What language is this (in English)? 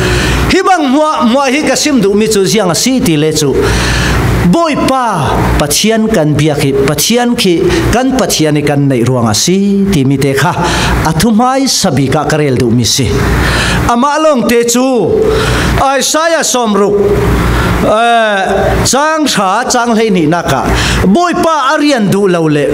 Falam Chin